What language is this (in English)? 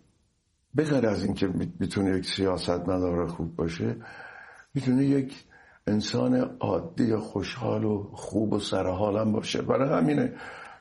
Persian